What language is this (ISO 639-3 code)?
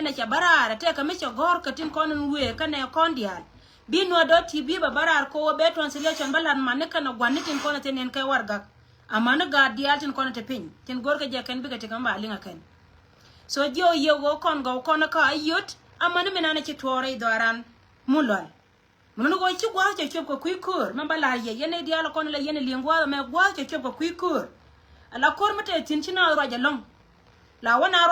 nus